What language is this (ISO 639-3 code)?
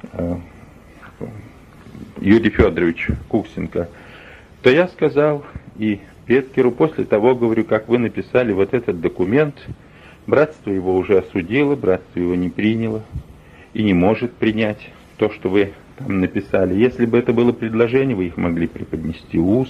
rus